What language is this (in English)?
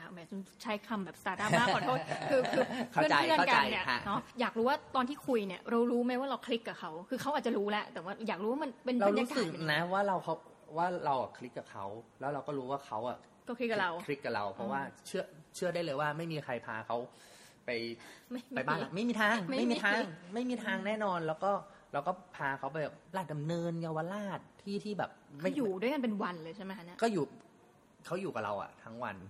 Thai